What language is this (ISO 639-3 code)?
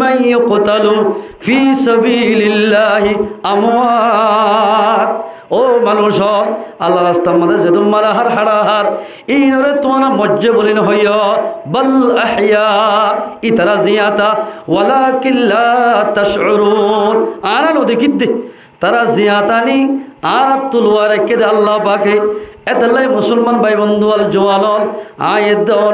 rhg